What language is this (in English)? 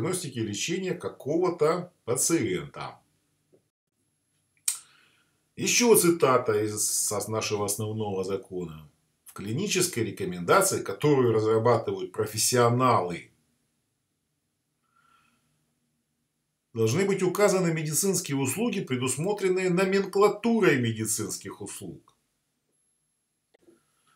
Russian